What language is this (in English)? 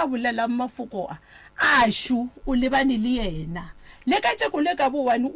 Northern Sotho